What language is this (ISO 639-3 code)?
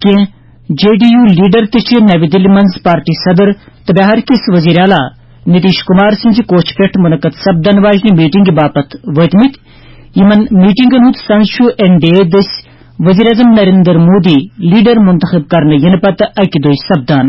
kas